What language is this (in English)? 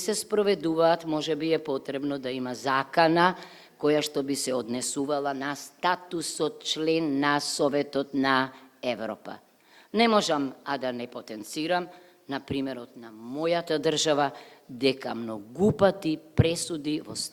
Macedonian